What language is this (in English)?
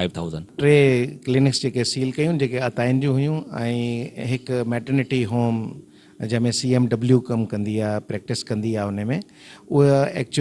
Sindhi